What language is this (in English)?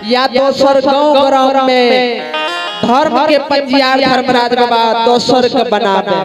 Maithili